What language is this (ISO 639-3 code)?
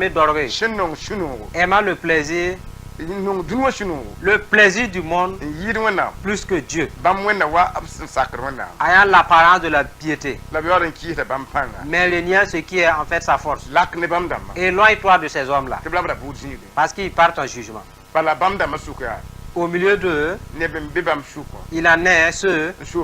mos